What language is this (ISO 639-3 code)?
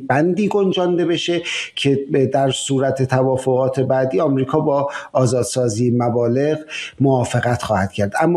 fas